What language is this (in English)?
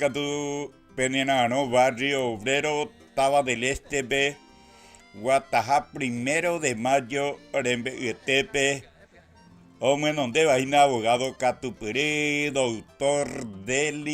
Guarani